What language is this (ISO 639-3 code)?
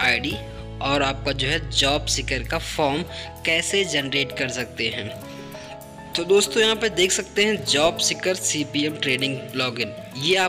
hin